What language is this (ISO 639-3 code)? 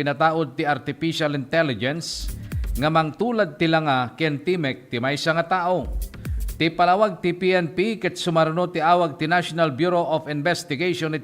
ilo